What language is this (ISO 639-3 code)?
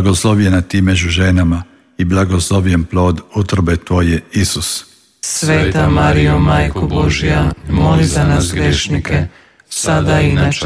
hrv